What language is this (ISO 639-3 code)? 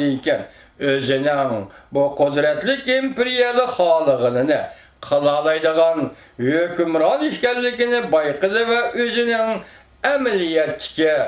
uig